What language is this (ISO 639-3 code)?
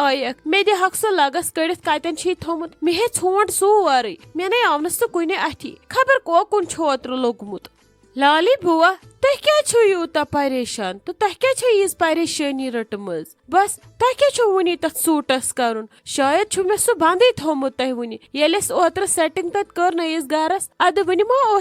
kas